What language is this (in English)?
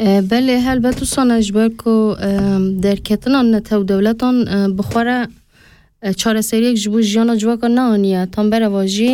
Kurdish